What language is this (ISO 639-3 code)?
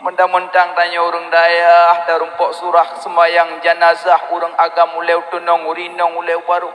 ace